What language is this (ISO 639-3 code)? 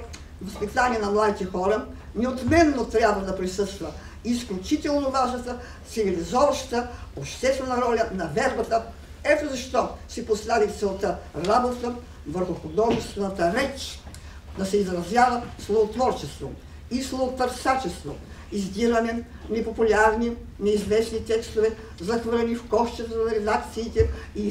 bul